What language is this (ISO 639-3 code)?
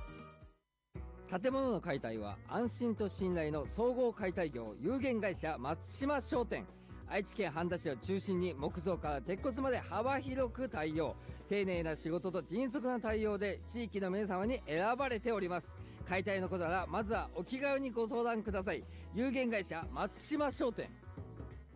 jpn